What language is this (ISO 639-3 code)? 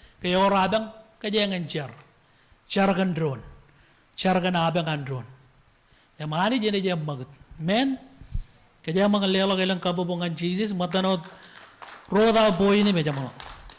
mah